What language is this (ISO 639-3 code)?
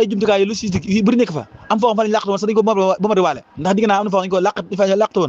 wol